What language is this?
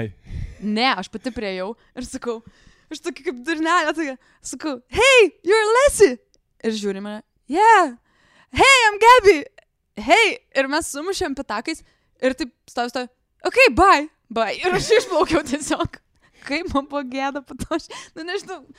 Lithuanian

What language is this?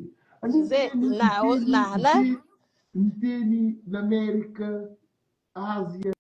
Kabuverdianu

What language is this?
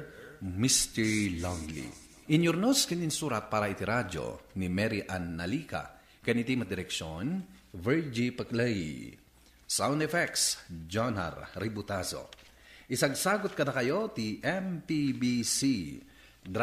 Iloko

